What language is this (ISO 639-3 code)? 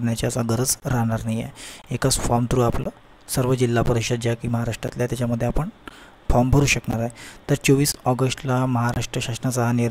mar